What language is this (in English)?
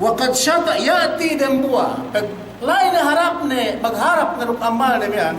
Yakan